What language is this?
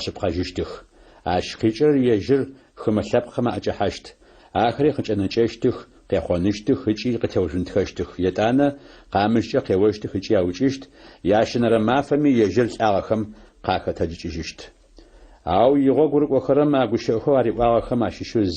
Adyghe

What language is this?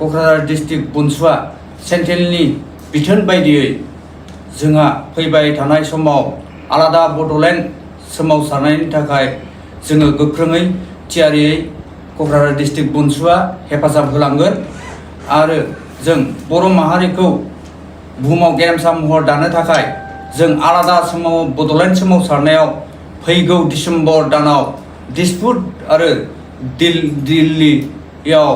Bodo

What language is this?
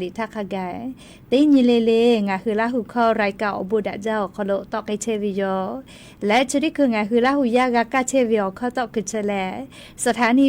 Lahu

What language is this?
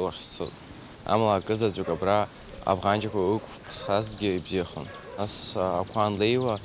Abkhazian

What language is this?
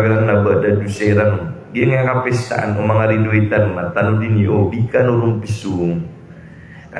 Maranao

